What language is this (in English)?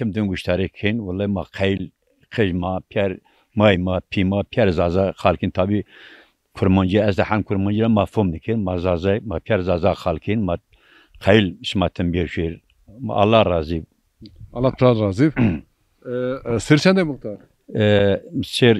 Zaza